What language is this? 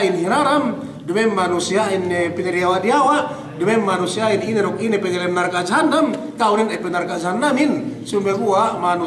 Yakan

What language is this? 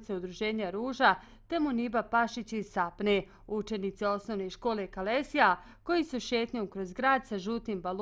Bosnian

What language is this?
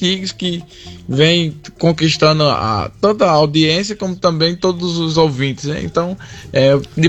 Portuguese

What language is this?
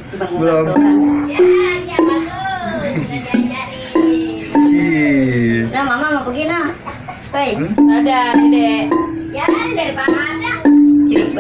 Betawi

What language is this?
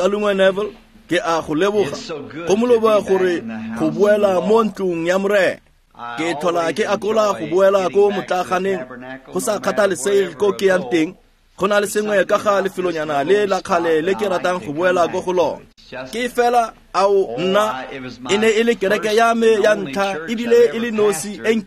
Tswana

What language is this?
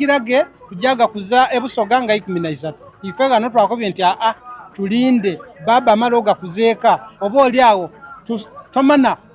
Soga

